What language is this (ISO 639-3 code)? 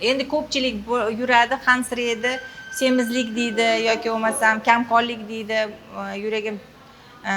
uzb